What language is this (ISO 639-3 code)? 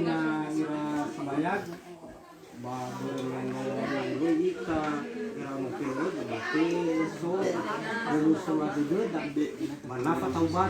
nia